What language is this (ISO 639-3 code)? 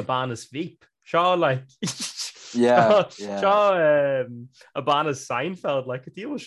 gle